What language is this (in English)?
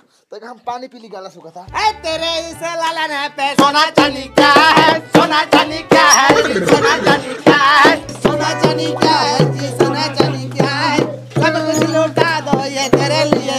Bhojpuri